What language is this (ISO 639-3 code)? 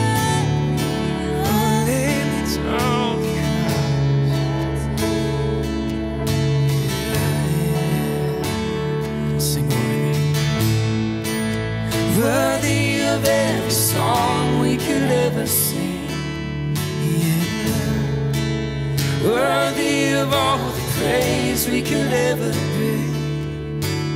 eng